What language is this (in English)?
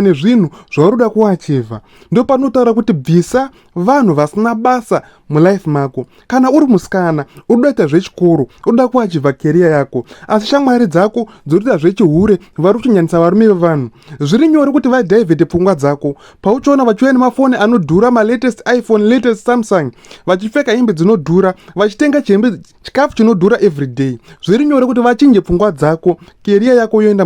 Shona